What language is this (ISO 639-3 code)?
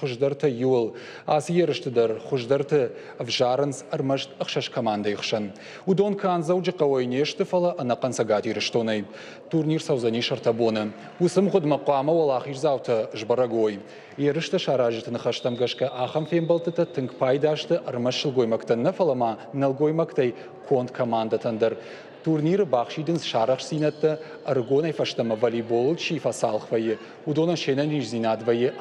oss